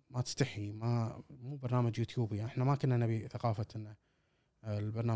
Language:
Gulf Arabic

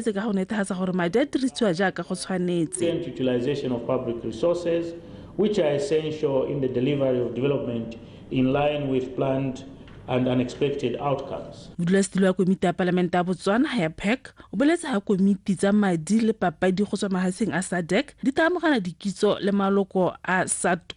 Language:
Tswana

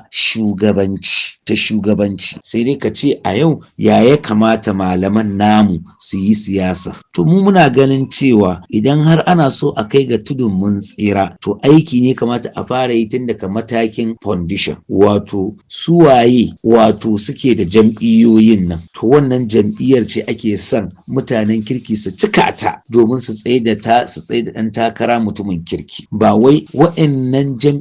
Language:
Hausa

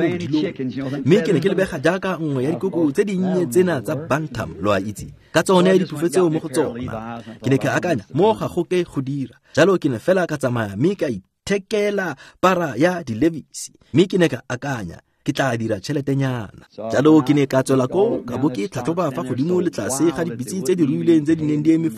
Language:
Tswana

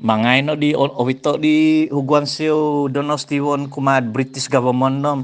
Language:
Central Dusun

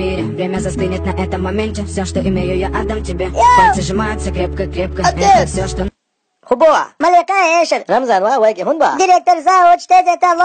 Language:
Chechen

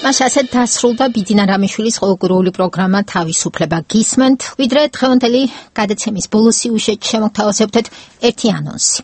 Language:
Georgian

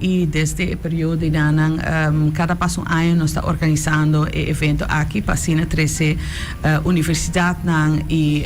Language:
Papiamento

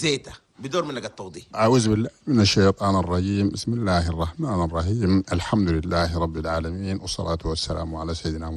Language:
Chadian Arabic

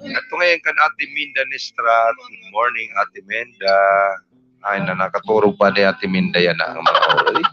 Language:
Waray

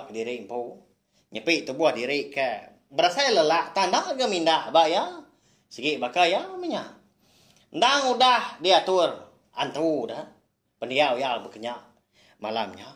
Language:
Iban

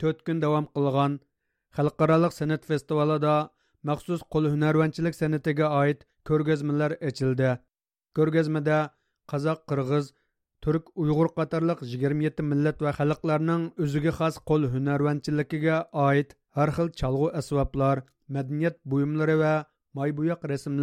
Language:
Uyghur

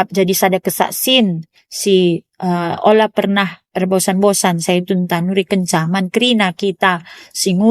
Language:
Batak Karo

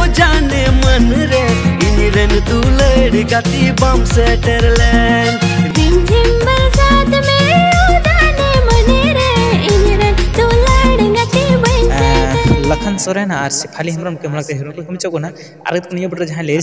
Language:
Santali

